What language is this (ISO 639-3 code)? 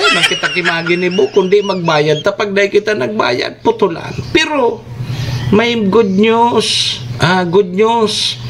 bik